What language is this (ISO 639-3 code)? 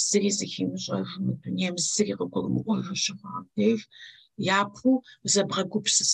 kbd